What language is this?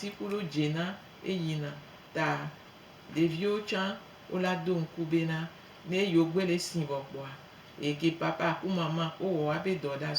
Gen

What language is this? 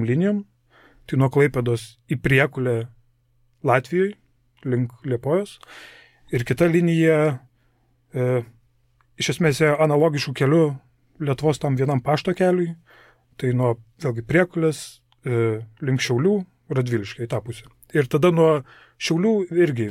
Lithuanian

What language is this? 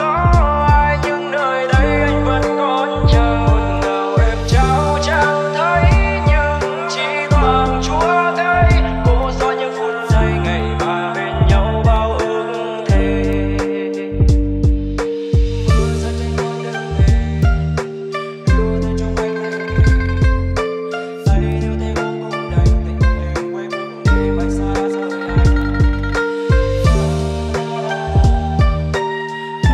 Vietnamese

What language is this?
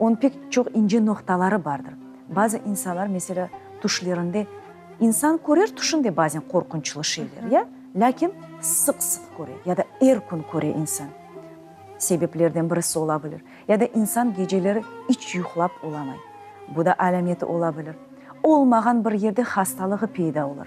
Crimean Tatar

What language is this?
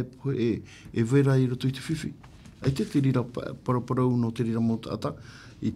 Tahitian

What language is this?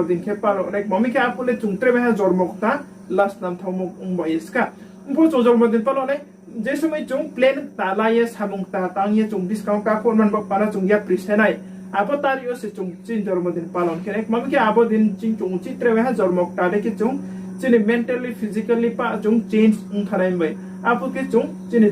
Riang (India)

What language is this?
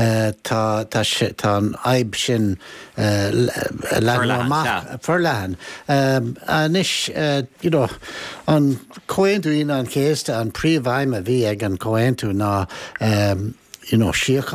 Irish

